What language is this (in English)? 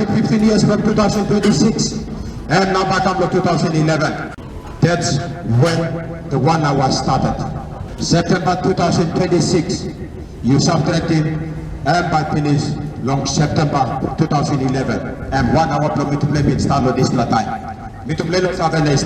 Tok Pisin